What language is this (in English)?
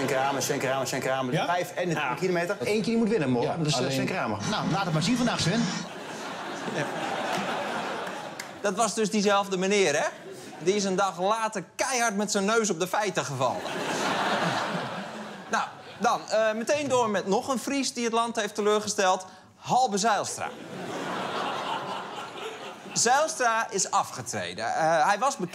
Dutch